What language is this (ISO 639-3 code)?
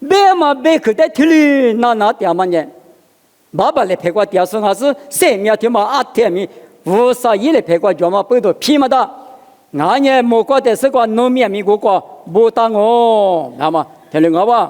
lis